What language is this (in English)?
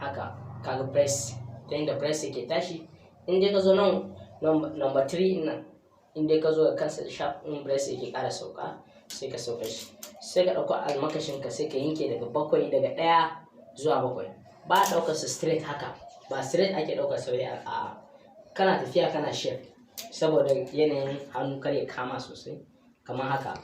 Hausa